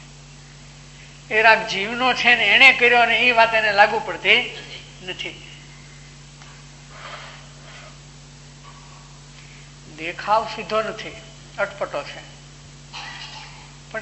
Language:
Gujarati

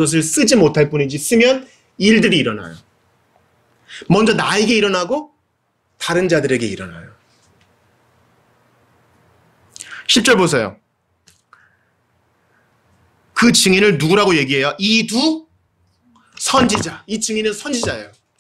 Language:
Korean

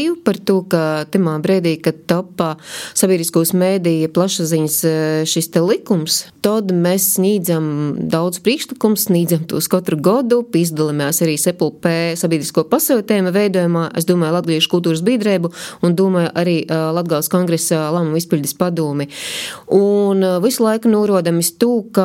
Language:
Latvian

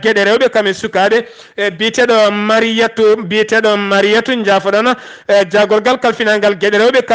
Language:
Fula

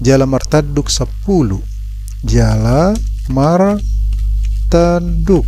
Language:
Batak Toba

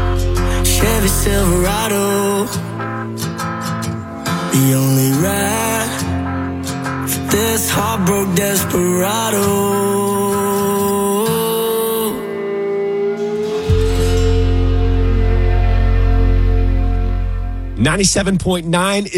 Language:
English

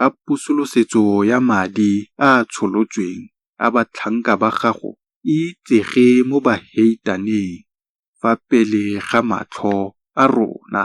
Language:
Tswana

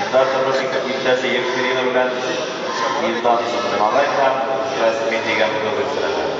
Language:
Tatar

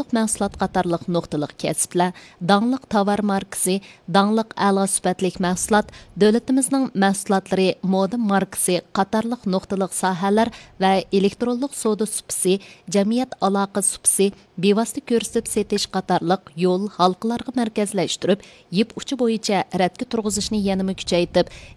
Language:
Uyghur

